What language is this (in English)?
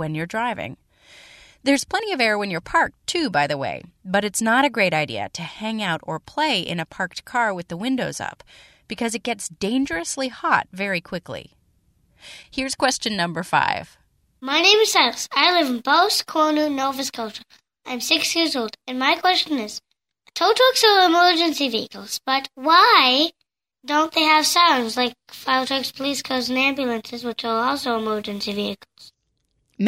English